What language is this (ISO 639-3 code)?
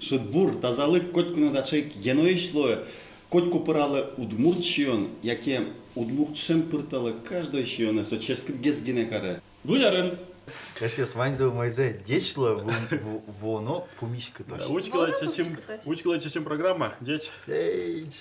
udm